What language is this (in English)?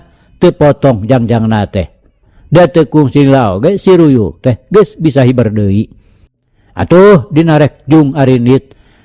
Sundanese